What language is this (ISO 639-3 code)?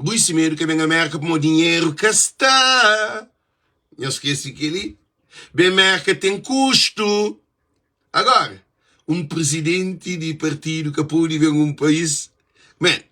kea